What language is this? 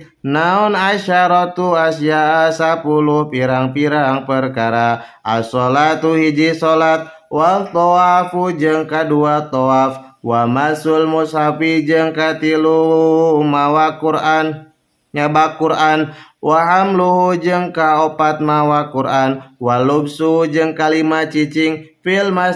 Sundanese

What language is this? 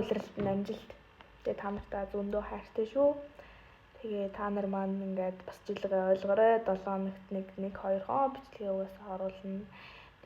Mongolian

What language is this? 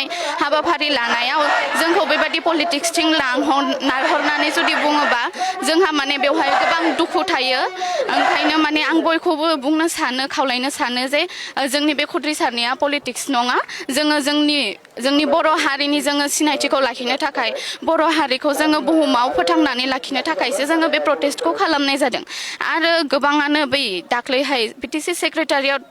Bodo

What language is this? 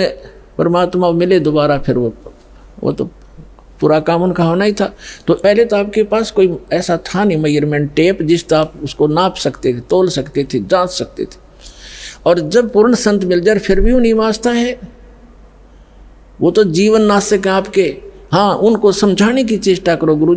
Hindi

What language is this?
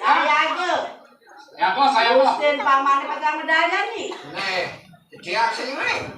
Balinese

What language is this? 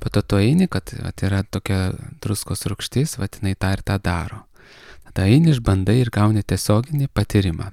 Lithuanian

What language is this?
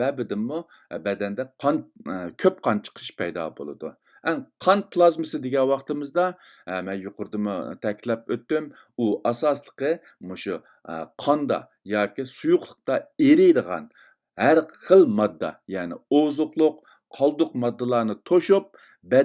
Uyghur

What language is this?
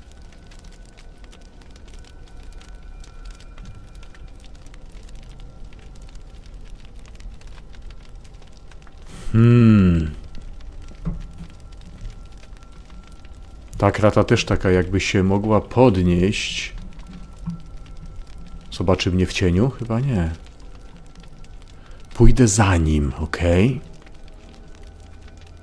Polish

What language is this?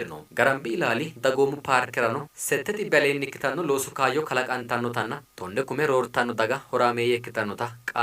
Sidamo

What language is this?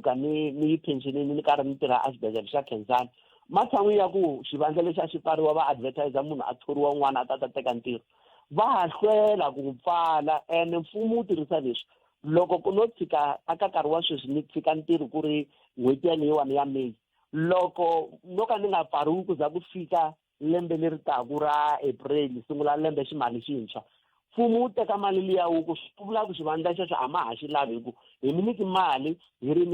Tsonga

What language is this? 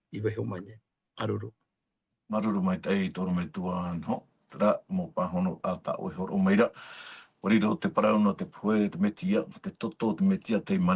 Tahitian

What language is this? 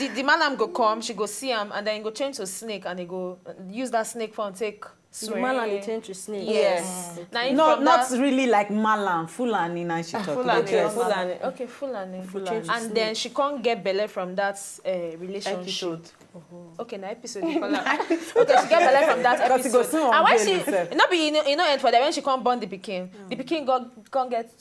Nigerian Pidgin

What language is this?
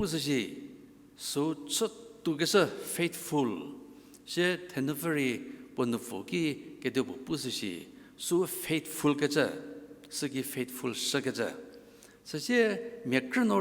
Angami Naga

